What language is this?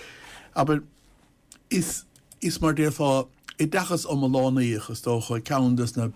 Irish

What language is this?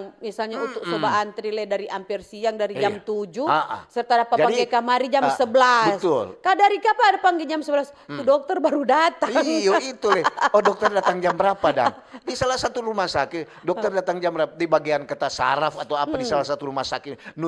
Manado Malay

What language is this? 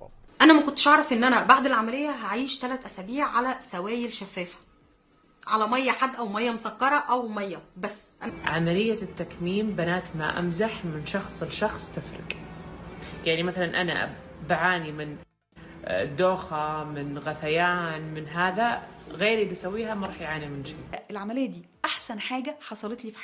North Levantine Arabic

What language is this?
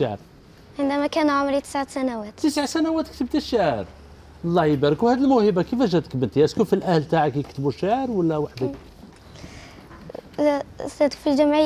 Algerian Arabic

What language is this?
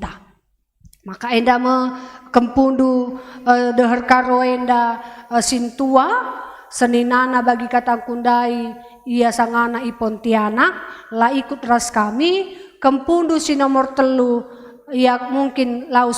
Batak Karo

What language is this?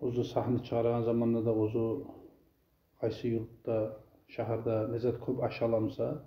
Kumyk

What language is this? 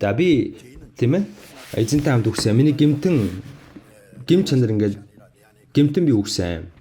Mongolian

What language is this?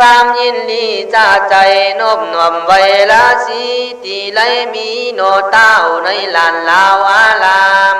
Khün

